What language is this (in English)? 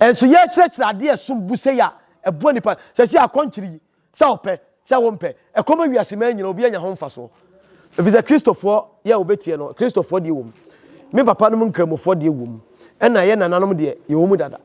Akan